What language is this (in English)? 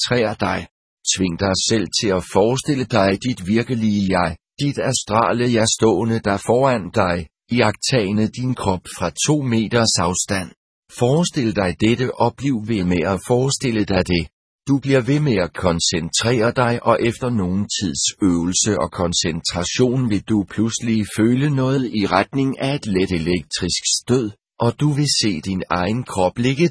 Danish